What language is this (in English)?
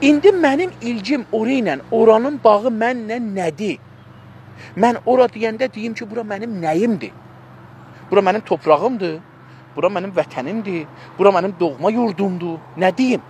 South Azerbaijani